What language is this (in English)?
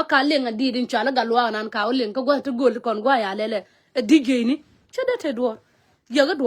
Nuer